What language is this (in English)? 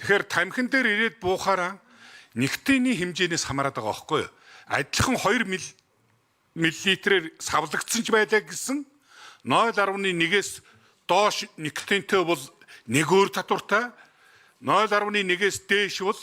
Mongolian